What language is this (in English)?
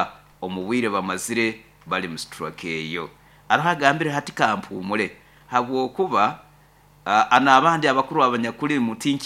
Nyoro